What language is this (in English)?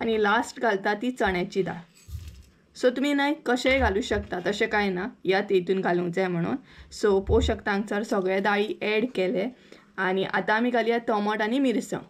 Konkani